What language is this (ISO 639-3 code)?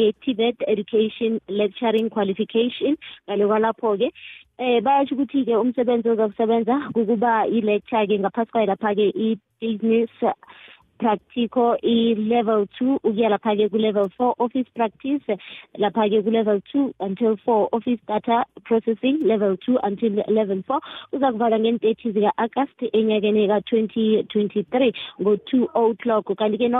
nbl